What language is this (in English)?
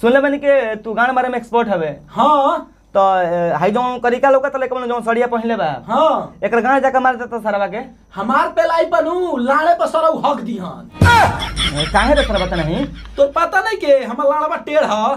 Bhojpuri